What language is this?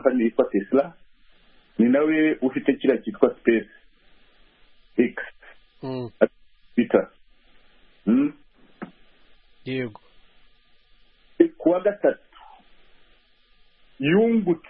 Kinyarwanda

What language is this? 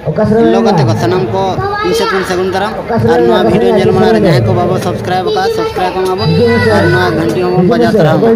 Santali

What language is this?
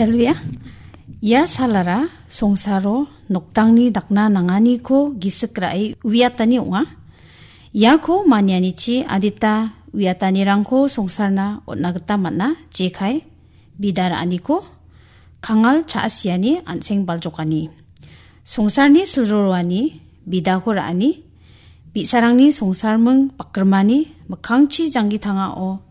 Garo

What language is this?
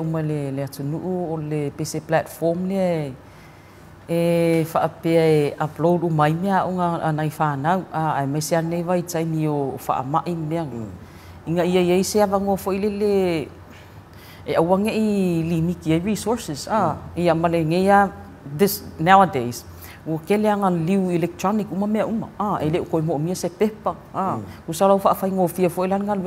Samoan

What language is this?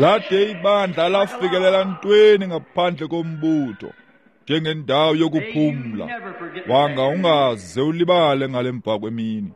Xhosa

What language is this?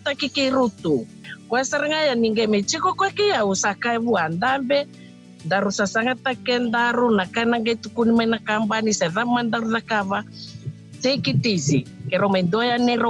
Fijian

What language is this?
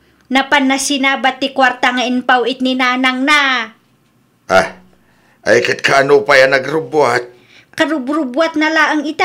Iloko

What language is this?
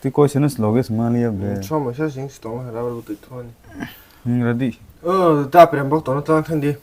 Kok Borok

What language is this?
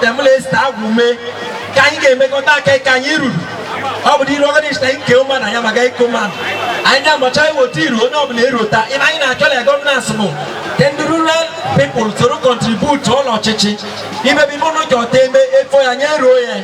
Igbo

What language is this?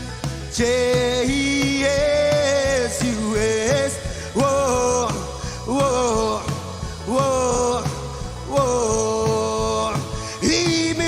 Marshallese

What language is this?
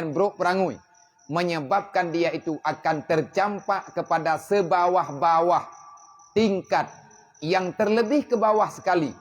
Achinese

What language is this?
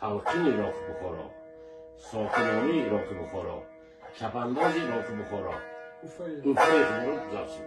Tajik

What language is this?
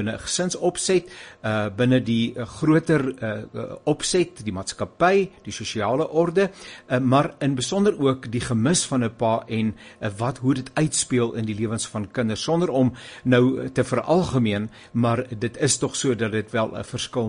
Afrikaans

